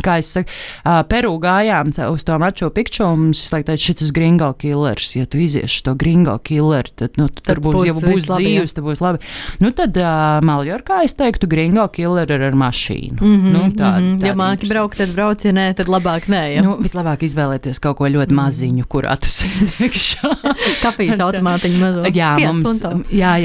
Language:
Latvian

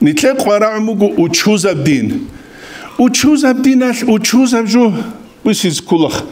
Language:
Avaric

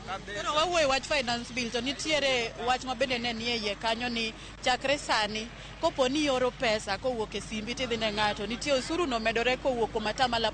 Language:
Luo (Kenya and Tanzania)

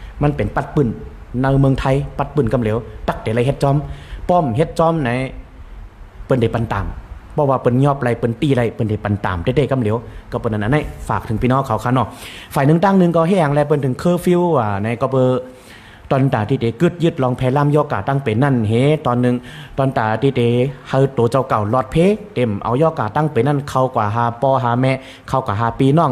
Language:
Shan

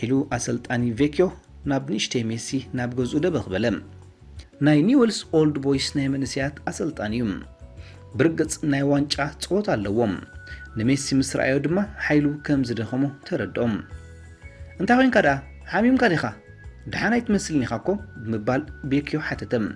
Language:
Tigrinya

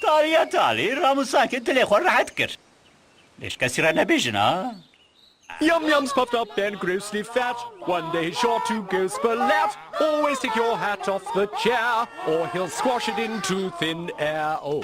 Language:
Kurdish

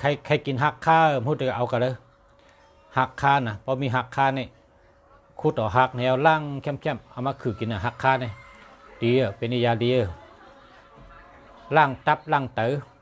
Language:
Shan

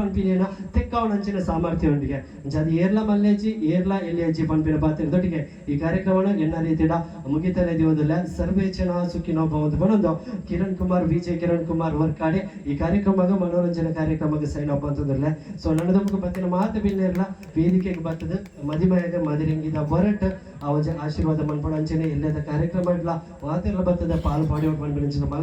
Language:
Tulu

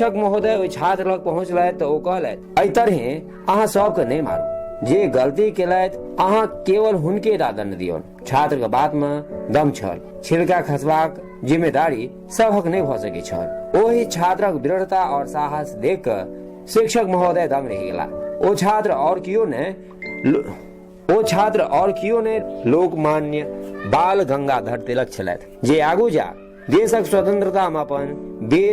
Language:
Maithili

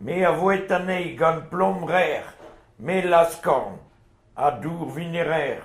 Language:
Breton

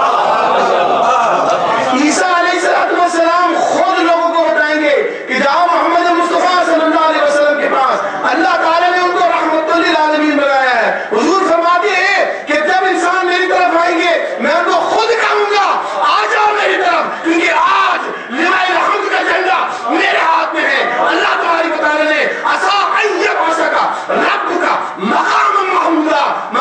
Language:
Urdu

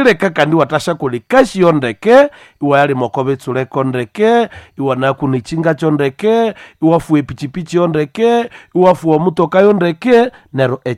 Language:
Nande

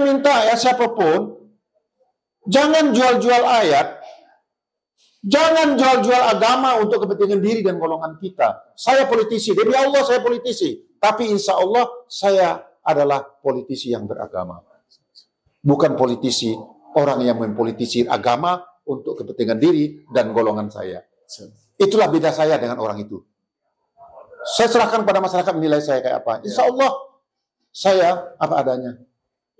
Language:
Indonesian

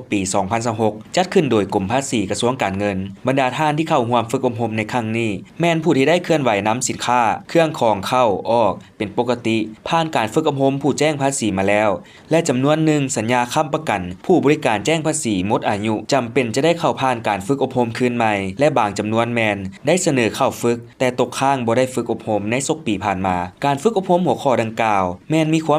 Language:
Lao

